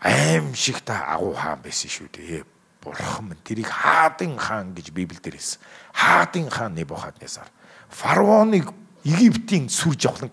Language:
Mongolian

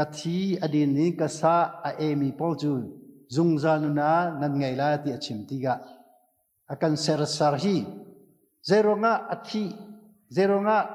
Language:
Hakha Chin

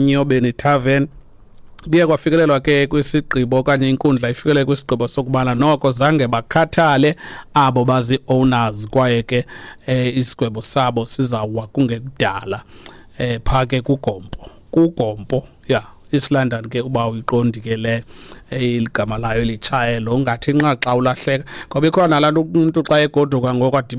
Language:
Xhosa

